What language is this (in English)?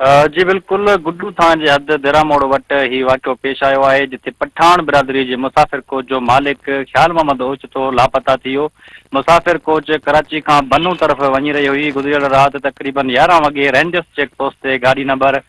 Sindhi